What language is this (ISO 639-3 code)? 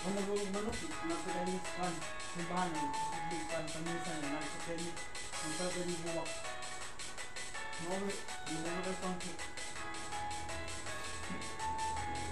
fil